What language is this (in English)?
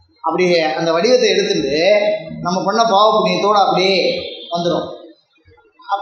Tamil